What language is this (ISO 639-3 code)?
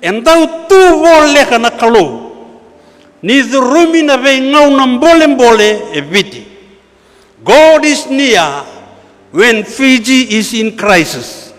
fij